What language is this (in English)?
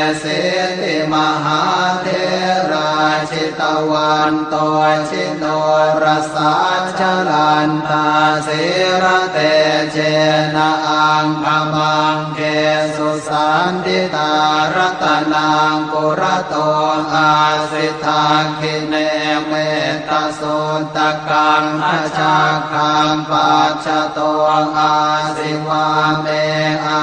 Pali